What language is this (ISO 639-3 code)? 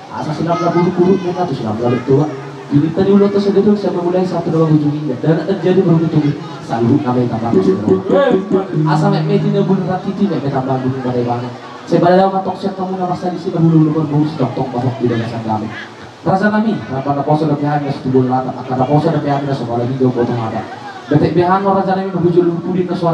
bbc